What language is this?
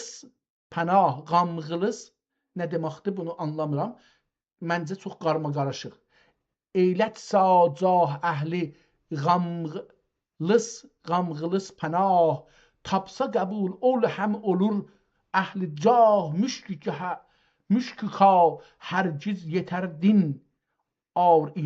South Azerbaijani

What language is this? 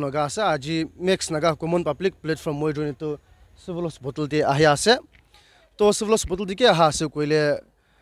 Naga Pidgin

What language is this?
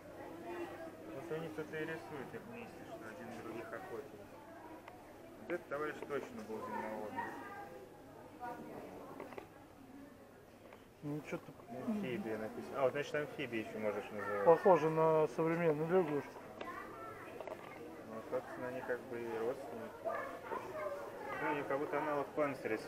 Russian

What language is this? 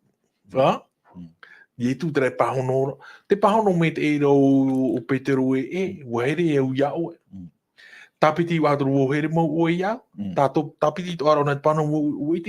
Tahitian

